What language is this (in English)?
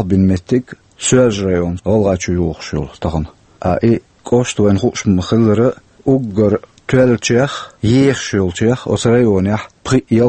Chechen